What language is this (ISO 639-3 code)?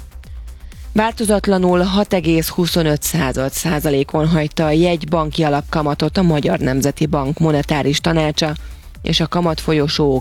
hun